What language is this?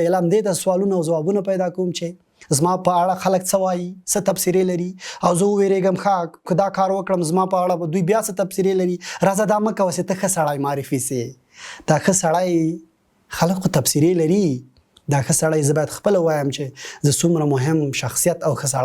Pashto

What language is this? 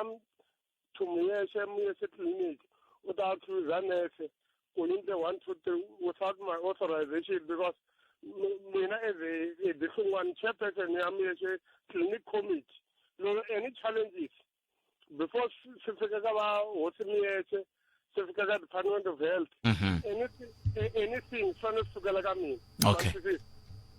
Tsonga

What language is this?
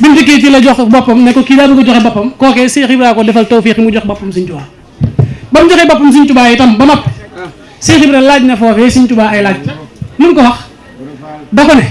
Wolof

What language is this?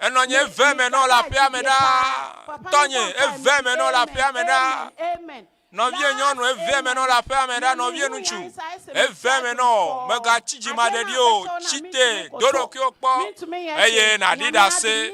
Ewe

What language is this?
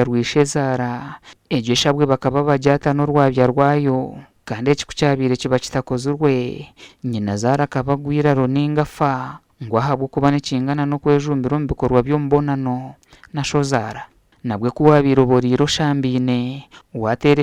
Nyankole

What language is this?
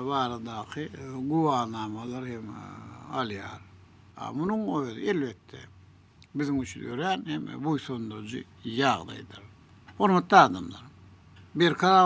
Turkmen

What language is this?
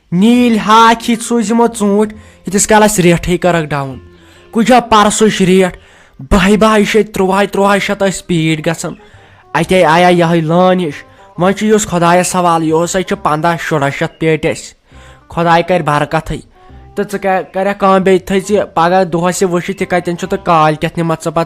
Kashmiri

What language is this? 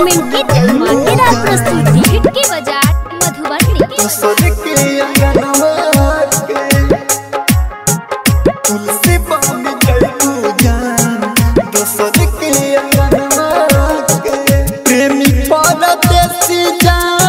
Bhojpuri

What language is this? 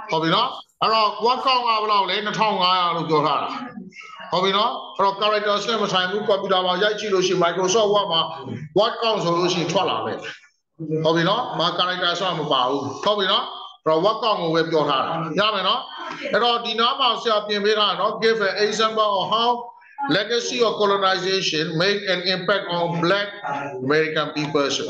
Burmese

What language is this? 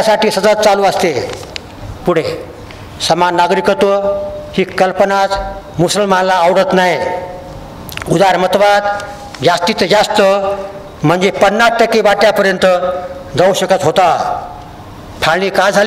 Marathi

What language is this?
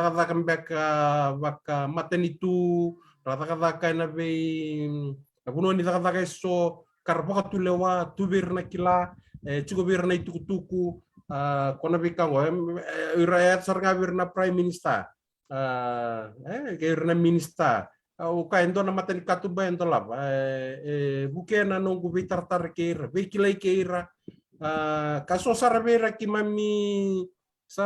Fijian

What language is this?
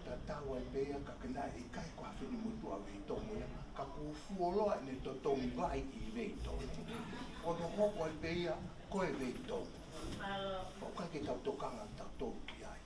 Tongan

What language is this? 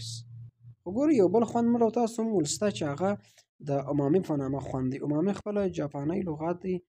Pashto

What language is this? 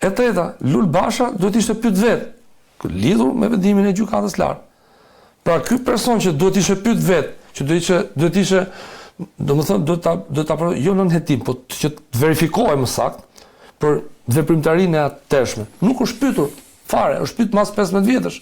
Albanian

